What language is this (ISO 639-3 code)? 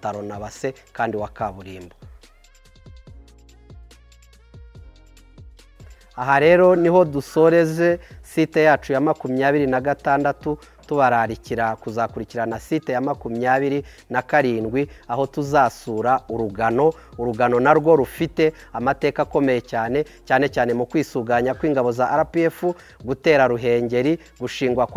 kin